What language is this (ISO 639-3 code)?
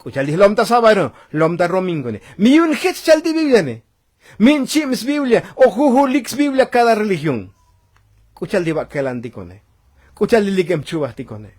tzo